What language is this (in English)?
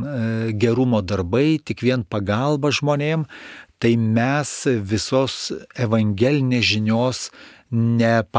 Lithuanian